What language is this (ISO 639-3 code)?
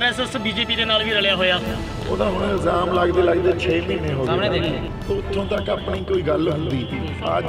pan